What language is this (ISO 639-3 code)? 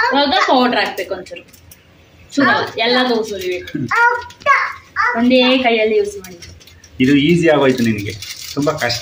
kan